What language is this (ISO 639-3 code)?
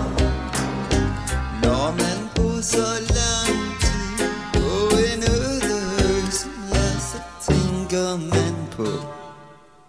dan